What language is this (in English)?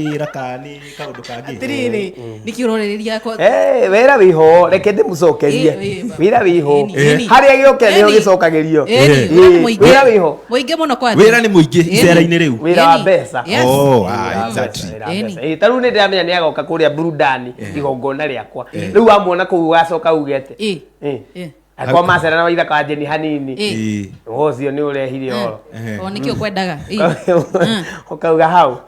Kikuyu